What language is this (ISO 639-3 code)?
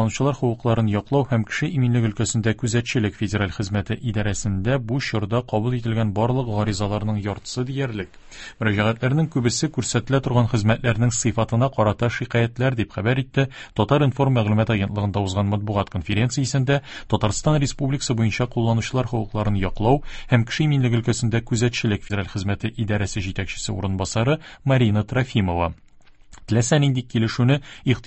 tat